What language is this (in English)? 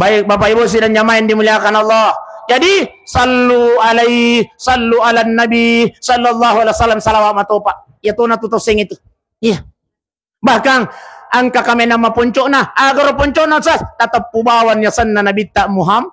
Buginese